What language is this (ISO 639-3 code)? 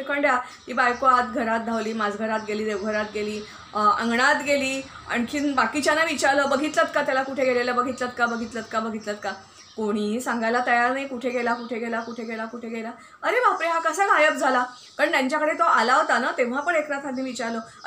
mar